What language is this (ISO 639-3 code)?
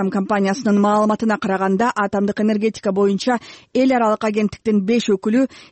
kir